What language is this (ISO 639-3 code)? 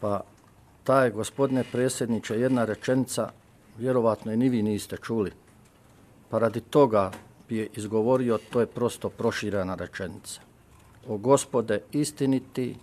hrv